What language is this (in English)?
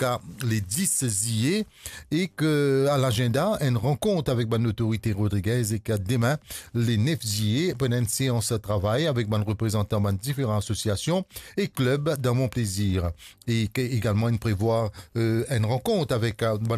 Morisyen